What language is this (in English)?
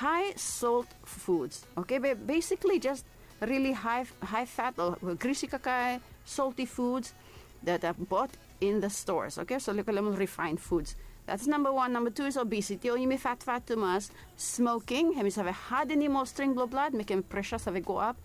Bislama